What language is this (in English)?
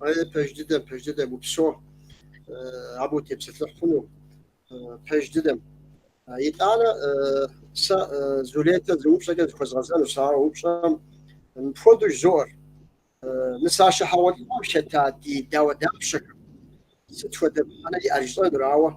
Kabardian